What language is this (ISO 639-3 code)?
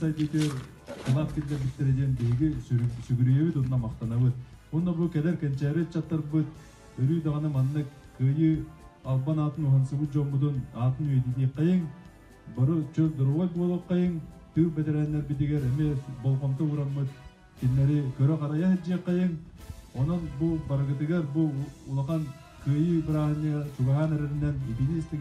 sah